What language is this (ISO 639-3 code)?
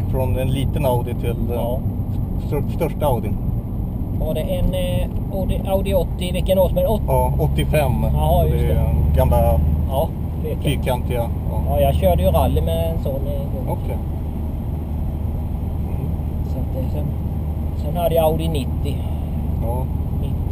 swe